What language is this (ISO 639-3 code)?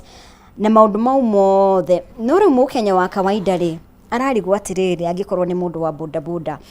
kik